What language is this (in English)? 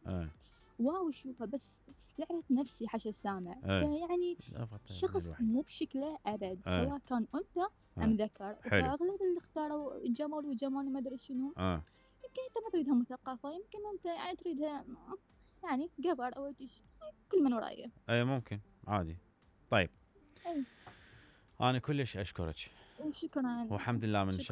Mesopotamian Arabic